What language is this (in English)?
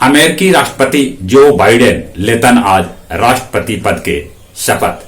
Magahi